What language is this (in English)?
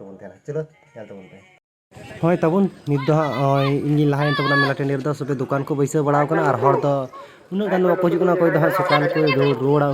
Santali